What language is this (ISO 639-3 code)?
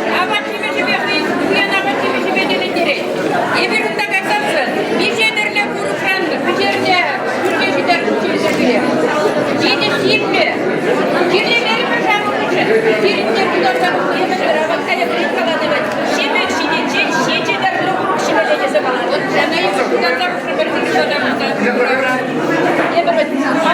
chv